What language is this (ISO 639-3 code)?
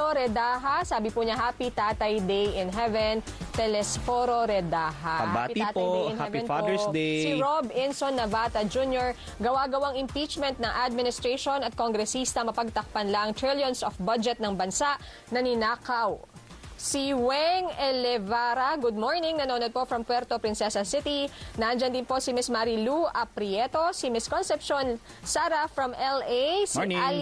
fil